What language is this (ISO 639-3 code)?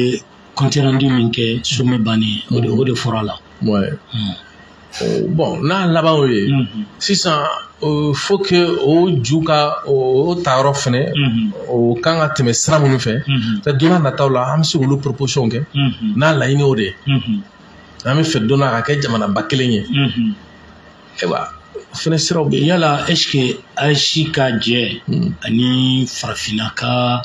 bam